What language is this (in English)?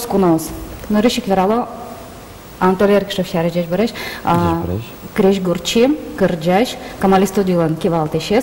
Udmurt